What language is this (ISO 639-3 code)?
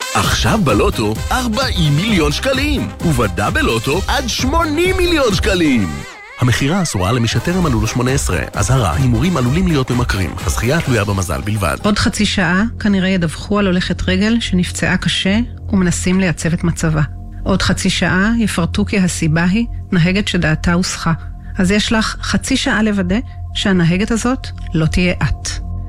heb